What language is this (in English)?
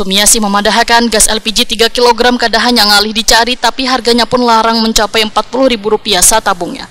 Banjar